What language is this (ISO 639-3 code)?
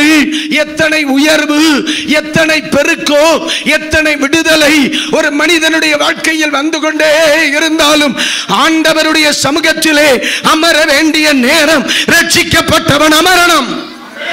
tam